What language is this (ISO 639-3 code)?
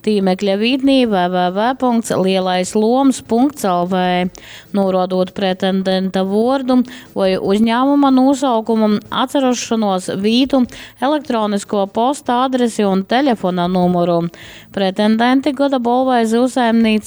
ltg